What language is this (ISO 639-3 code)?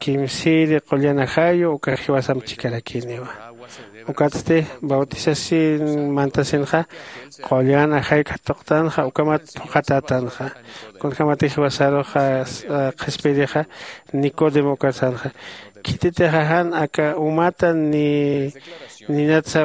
aym